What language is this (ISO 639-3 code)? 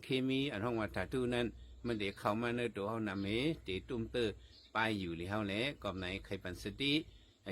shn